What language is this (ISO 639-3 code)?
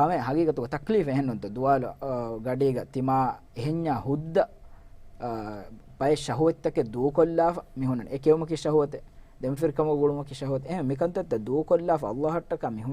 div